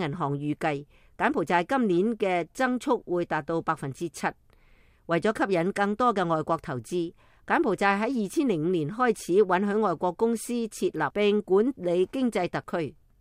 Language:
Cantonese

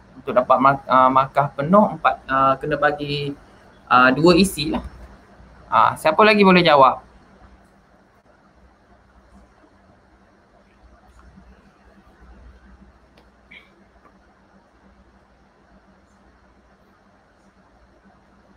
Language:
Malay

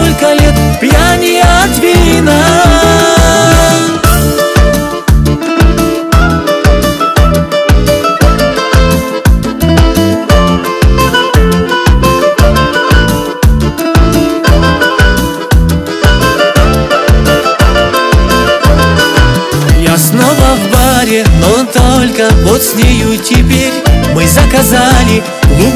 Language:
Russian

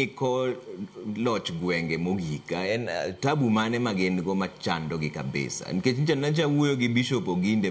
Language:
Luo (Kenya and Tanzania)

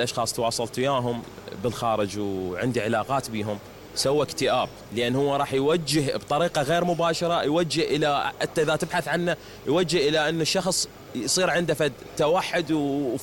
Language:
Mesopotamian Arabic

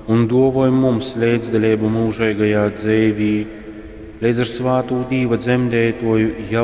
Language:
Latgalian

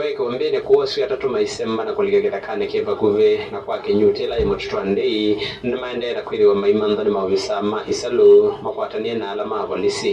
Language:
Kamba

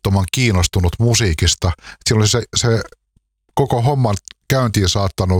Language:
Finnish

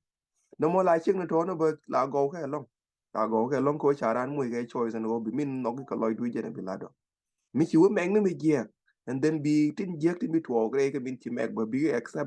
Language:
Nuer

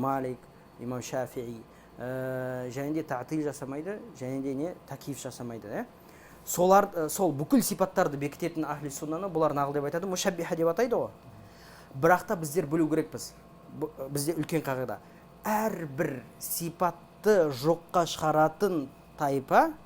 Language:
Kazakh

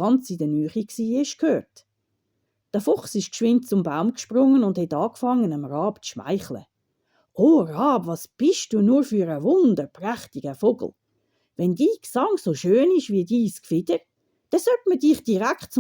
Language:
Swiss German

